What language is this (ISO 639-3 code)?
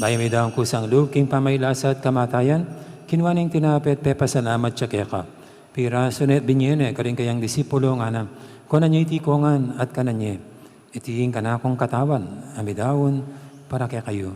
pam